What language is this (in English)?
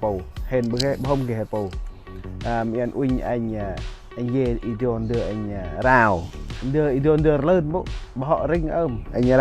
Central Mnong